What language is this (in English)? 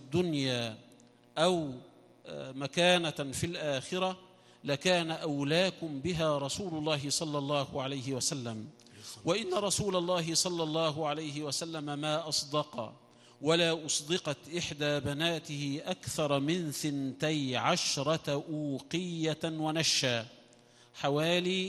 Arabic